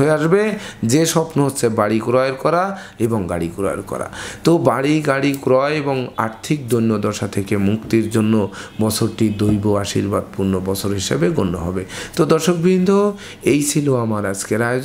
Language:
Bangla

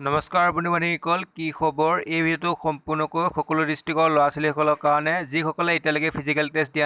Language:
Assamese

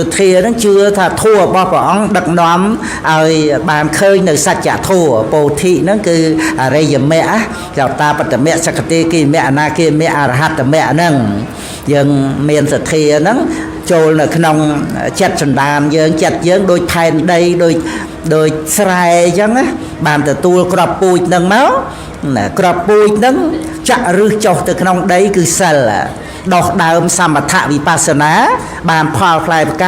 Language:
Khmer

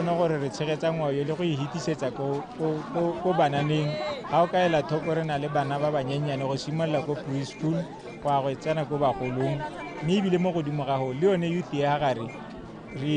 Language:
Tswana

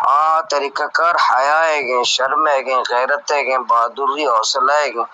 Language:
Baluchi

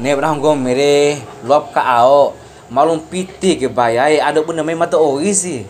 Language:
Bima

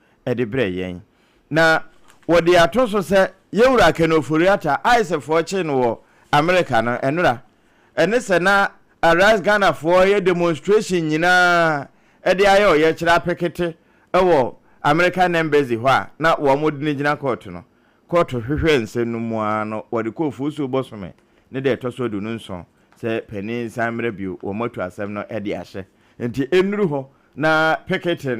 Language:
Akan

